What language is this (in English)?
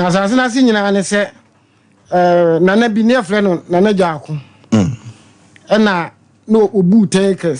Akan